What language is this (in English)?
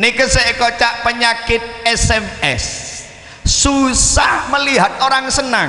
Madurese